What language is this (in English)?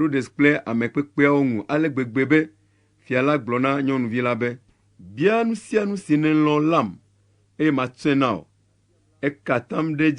Ewe